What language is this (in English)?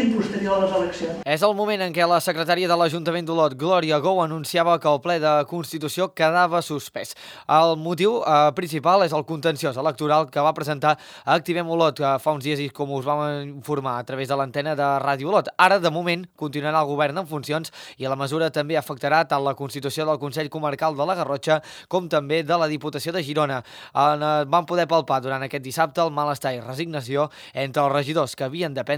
Catalan